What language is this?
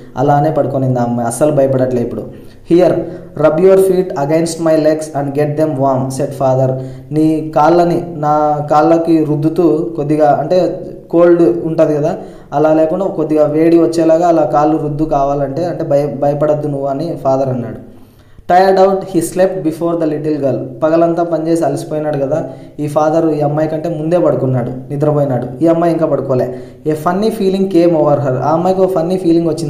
Telugu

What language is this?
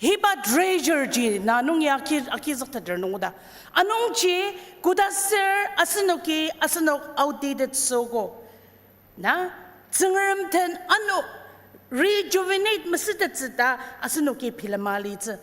Ao Naga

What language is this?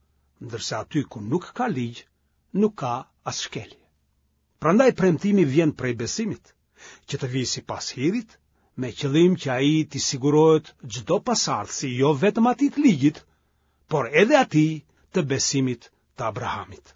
Albanian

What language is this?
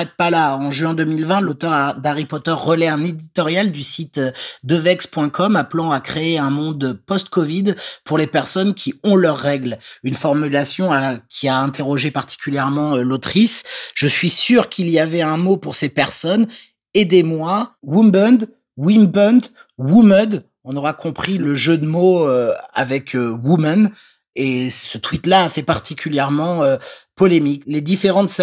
French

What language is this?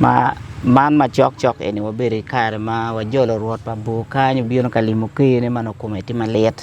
Acoli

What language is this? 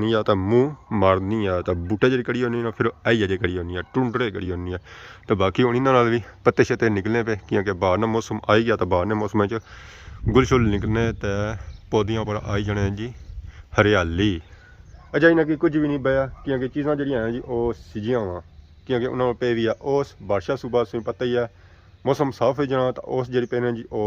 Pahari-Potwari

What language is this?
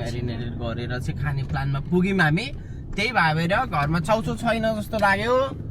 Nepali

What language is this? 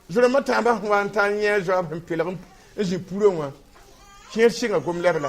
Mossi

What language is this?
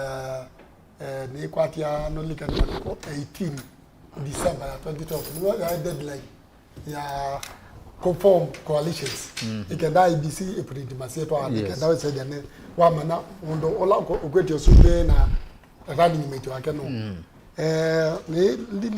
Kamba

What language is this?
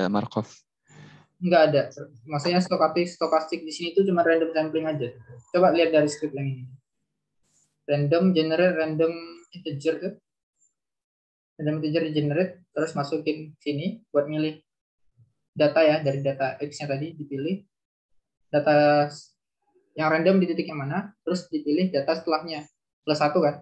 Indonesian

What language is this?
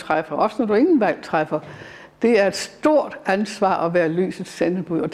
Danish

